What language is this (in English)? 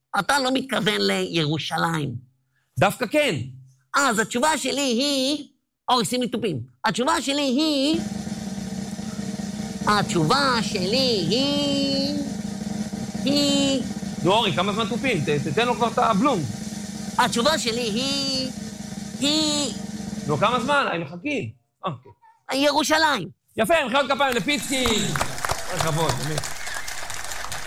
Hebrew